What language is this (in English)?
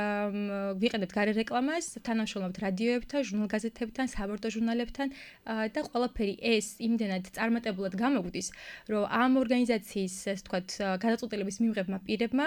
Georgian